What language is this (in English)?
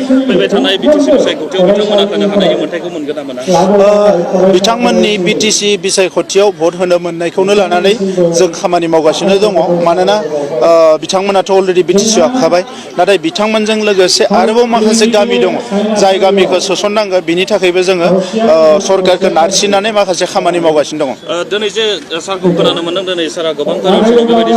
Bodo